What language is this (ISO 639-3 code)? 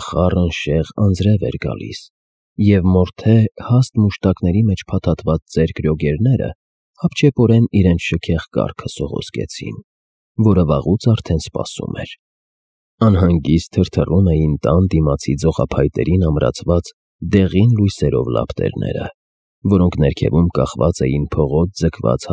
hye